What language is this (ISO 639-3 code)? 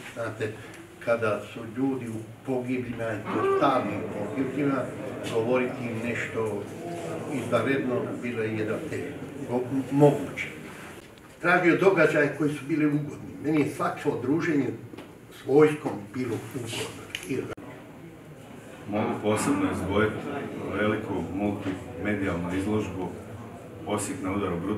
hrv